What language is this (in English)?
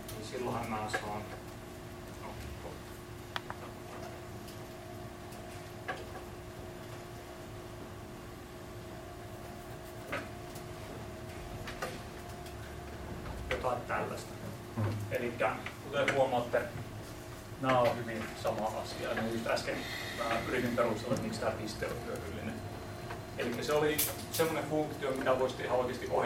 Finnish